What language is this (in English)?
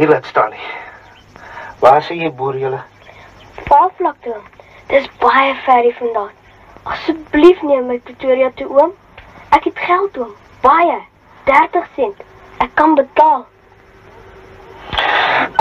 Afrikaans